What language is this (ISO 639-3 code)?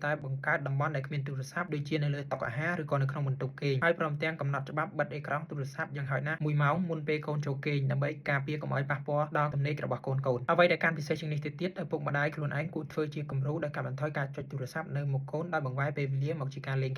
khm